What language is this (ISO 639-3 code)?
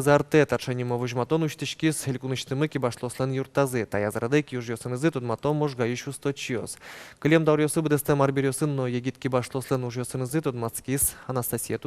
udm